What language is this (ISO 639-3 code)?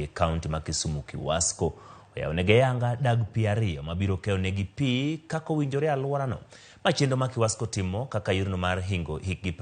luo